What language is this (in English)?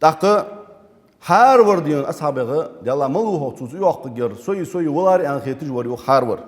Ingush